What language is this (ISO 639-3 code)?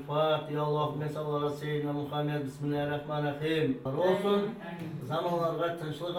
crh